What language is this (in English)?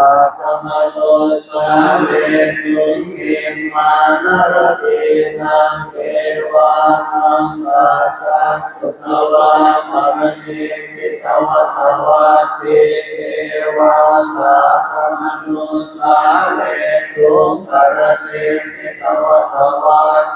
Pali